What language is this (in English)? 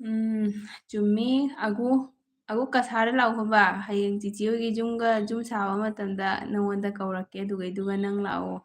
Manipuri